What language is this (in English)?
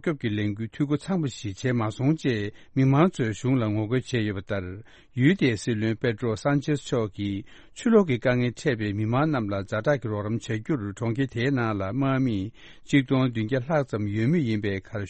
Tibetan